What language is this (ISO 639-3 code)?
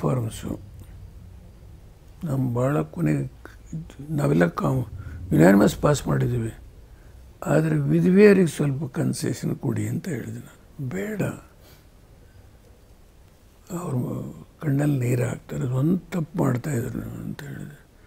kan